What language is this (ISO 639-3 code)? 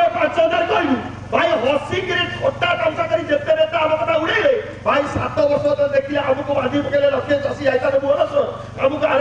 ori